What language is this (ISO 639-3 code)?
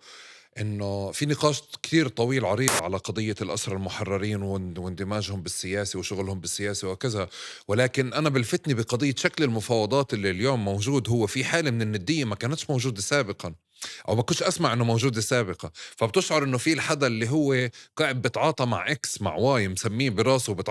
apc